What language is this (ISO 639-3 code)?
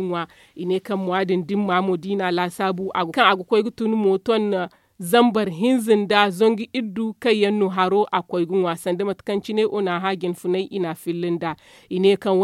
dje